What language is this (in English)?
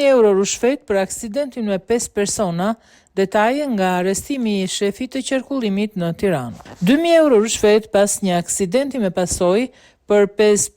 Albanian